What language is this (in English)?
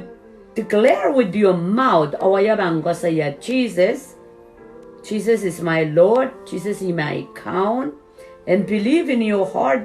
Pohnpeian